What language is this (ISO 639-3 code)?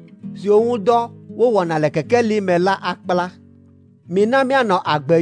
ewe